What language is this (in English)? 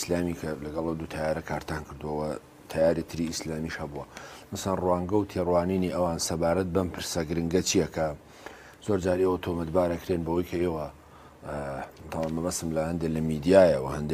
Central Kurdish